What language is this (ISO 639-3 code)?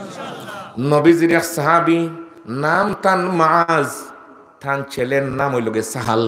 syl